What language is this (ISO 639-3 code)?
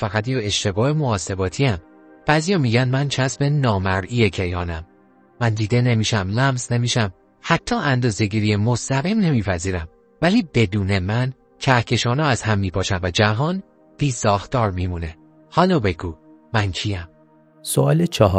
fas